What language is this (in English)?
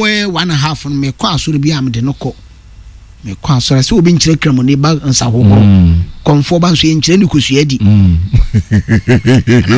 Akan